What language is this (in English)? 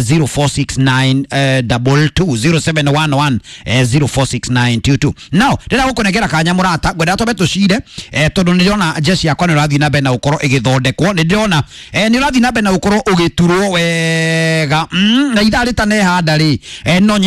Kikuyu